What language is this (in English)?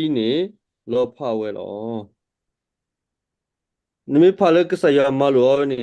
S'gaw Karen